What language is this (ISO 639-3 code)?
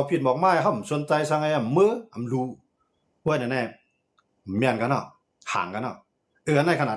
shn